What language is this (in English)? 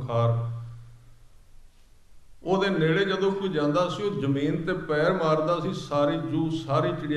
Punjabi